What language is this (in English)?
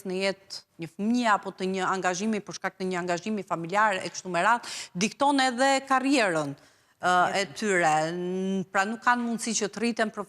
Albanian